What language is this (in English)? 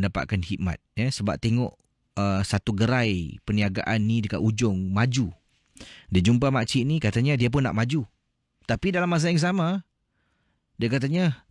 Malay